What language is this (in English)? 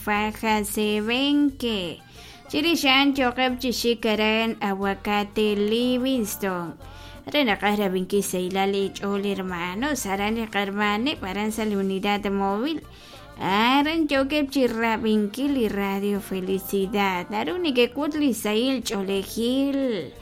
Kekchí